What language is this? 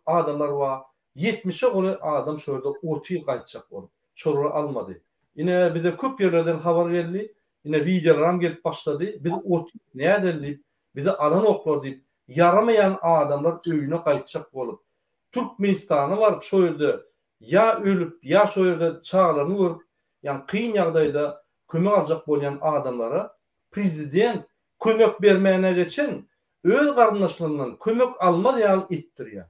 Turkmen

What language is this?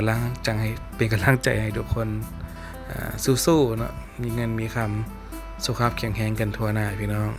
Lao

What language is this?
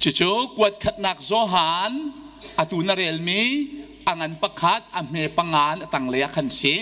Hakha Chin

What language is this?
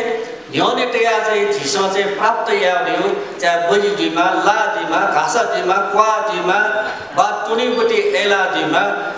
Newari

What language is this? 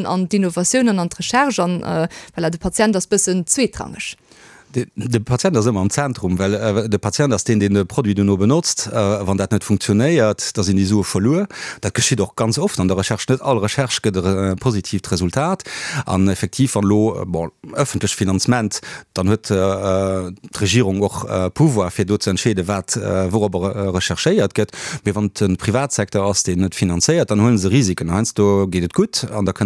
Luxembourgish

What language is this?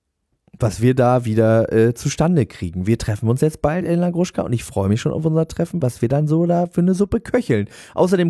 German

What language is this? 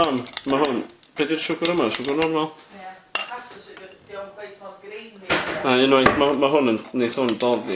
Welsh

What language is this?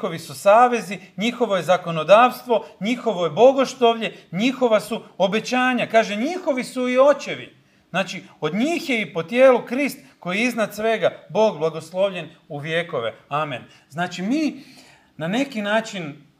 Croatian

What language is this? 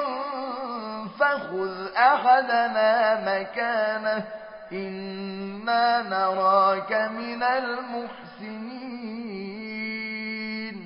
Arabic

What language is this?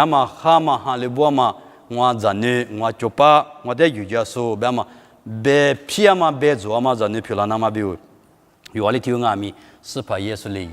Lisu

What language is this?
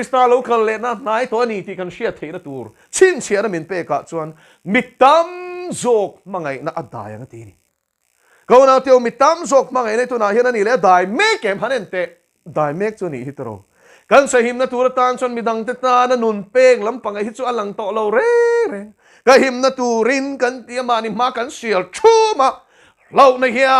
Mizo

